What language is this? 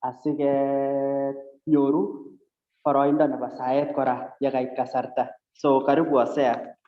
Kalenjin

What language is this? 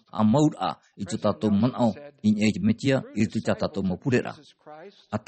Tahitian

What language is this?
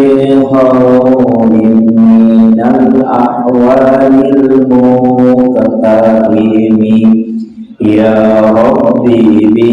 Buginese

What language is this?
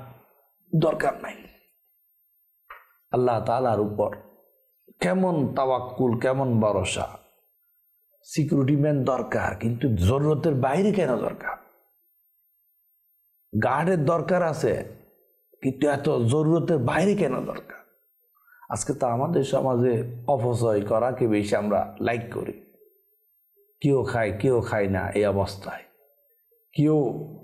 Bangla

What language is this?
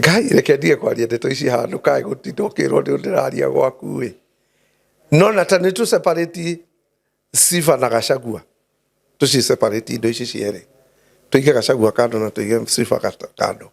Kikuyu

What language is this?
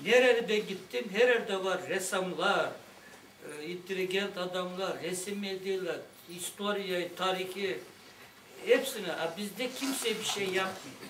Gagauz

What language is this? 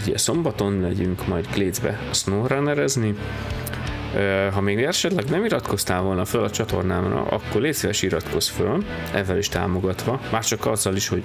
Hungarian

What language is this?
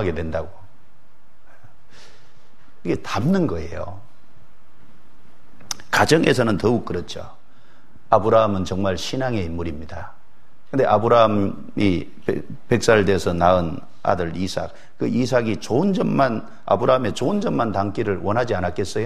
Korean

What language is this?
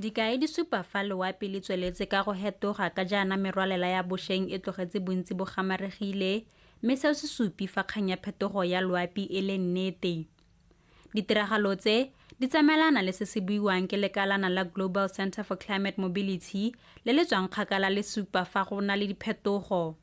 Tswana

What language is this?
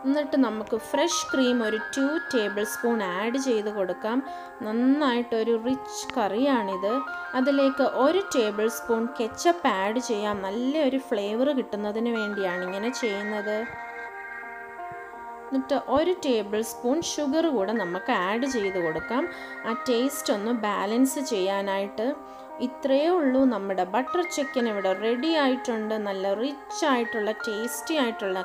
Malayalam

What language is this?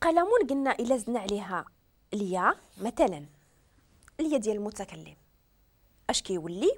Moroccan Arabic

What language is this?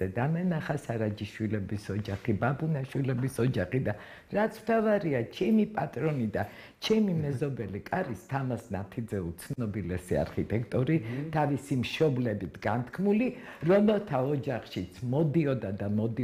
Georgian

